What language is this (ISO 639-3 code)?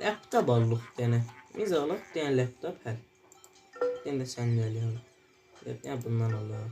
azb